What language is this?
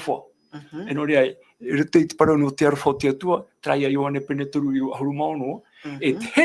Tahitian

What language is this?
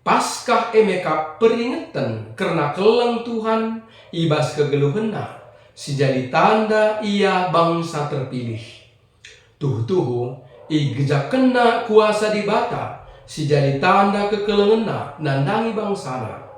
Batak Karo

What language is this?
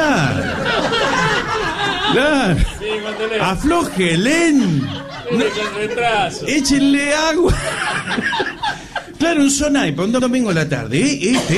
Spanish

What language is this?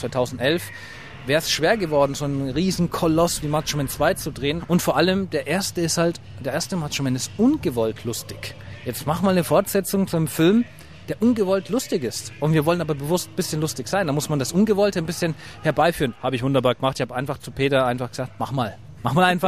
German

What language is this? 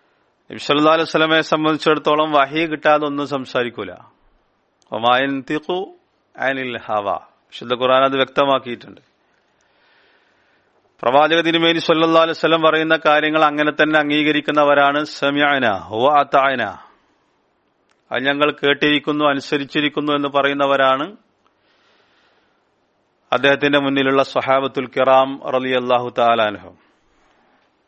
Malayalam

